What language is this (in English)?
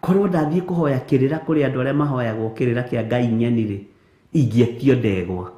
Kikuyu